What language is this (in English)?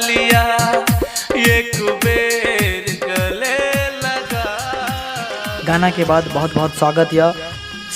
Maithili